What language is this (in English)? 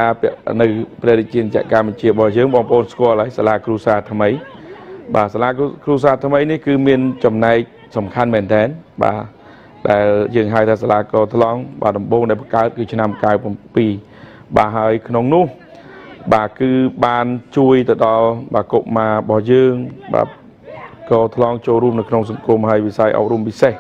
Khmer